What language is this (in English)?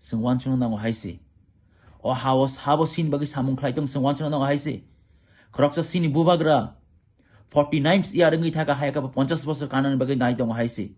Kok Borok